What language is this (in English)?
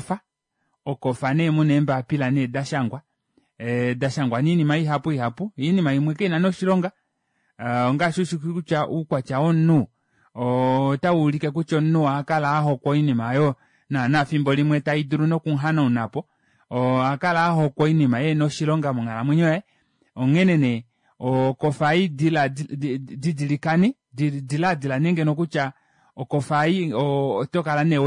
Kuanyama